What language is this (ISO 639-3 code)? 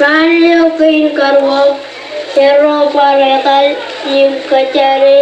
mah